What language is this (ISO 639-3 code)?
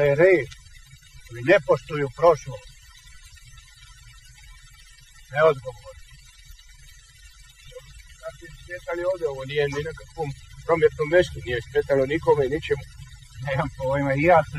hrv